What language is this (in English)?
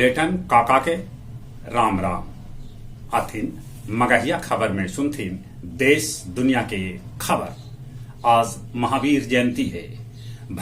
Magahi